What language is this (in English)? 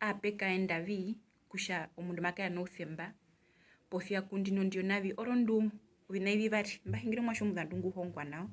Herero